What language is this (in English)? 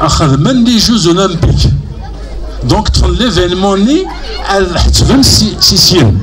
Kabyle